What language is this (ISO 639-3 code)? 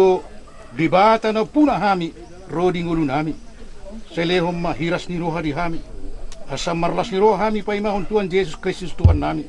bbc